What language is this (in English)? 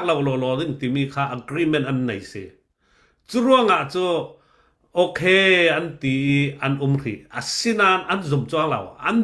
Falam Chin